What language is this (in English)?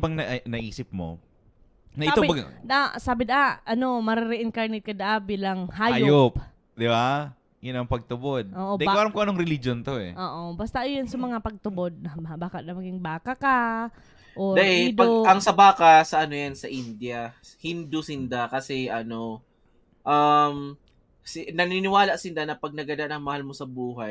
Bikol